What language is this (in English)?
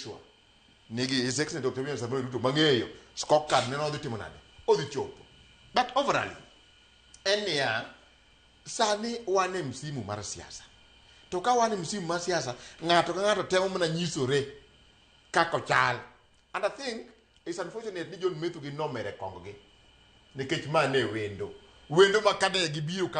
Luo (Kenya and Tanzania)